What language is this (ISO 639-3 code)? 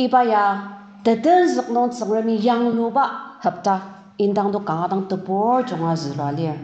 njo